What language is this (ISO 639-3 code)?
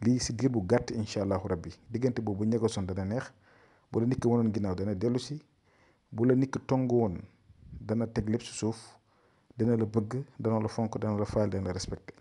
wol